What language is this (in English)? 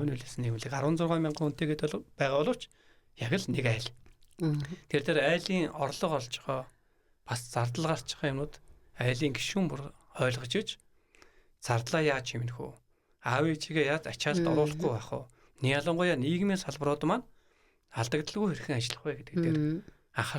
Mongolian